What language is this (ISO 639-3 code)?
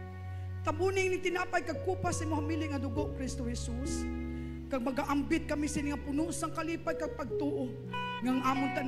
hil